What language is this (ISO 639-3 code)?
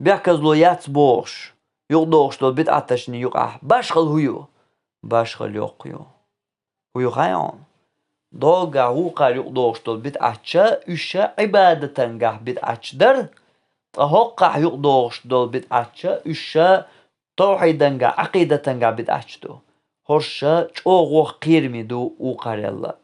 che